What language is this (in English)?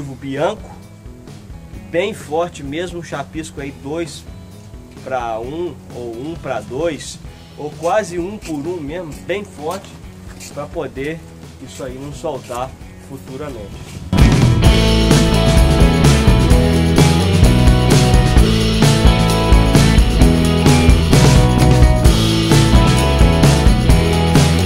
Portuguese